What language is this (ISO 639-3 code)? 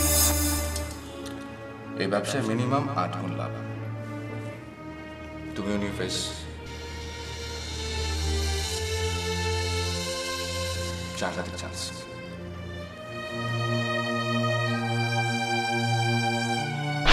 ben